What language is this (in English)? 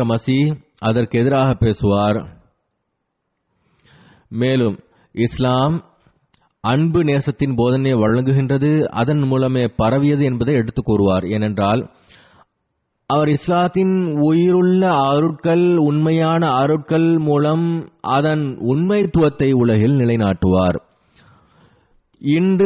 Tamil